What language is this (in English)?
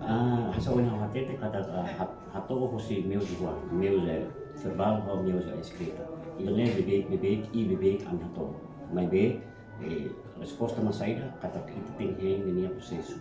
Tetum